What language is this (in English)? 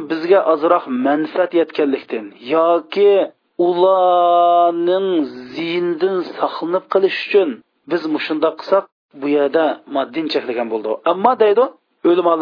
Uyghur